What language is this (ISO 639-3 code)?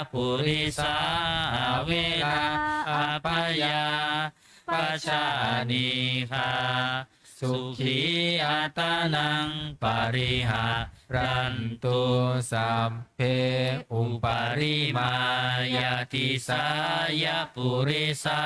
pli